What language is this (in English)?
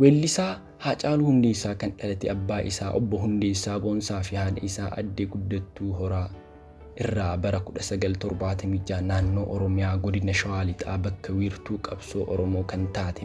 Oromo